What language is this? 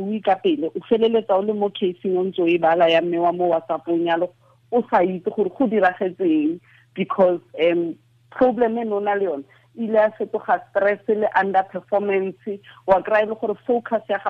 Tswana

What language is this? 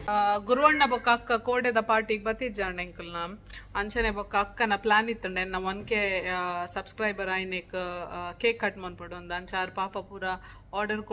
Tulu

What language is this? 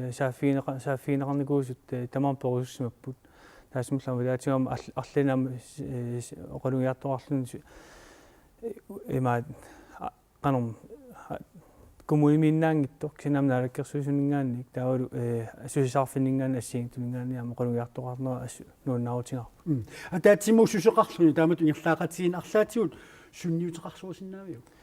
Kalaallisut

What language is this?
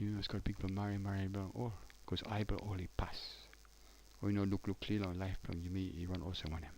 Tok Pisin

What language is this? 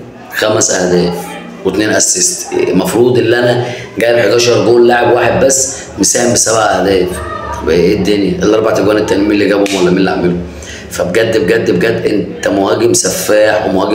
Egyptian Arabic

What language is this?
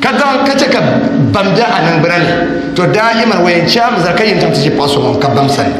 Dagbani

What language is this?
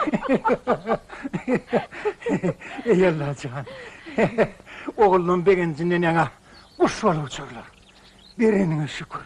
Turkmen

